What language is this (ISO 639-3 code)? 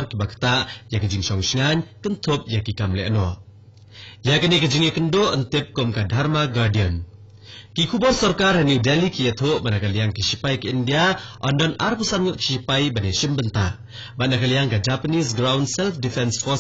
kha